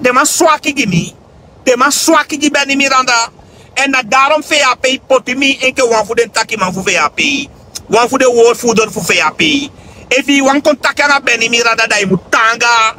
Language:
Sranan Tongo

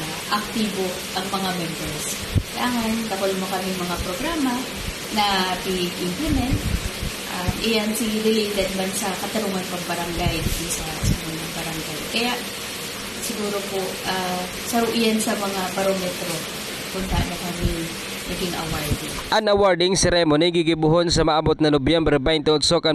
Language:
Bikol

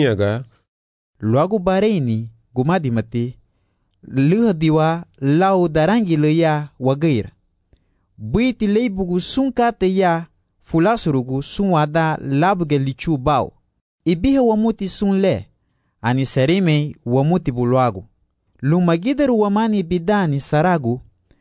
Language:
Garifuna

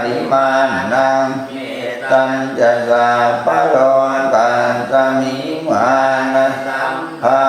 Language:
Pali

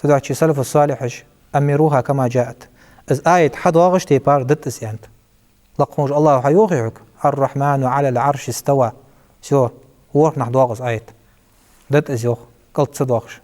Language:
Ingush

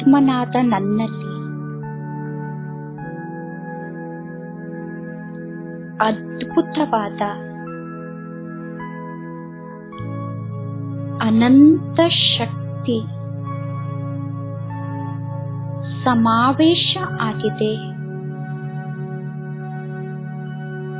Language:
Kannada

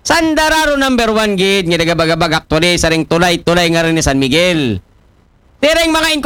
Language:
Aklanon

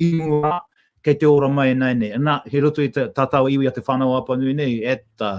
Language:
Māori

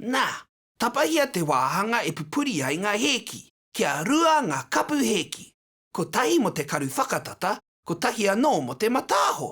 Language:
Māori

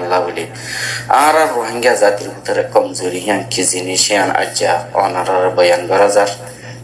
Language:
Rohingya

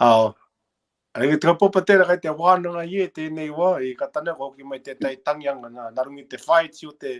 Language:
Māori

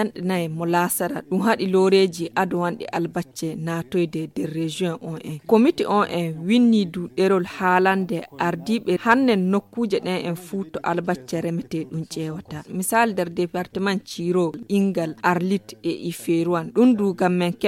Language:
Fula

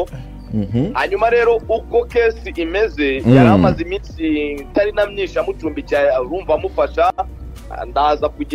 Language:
Kinyarwanda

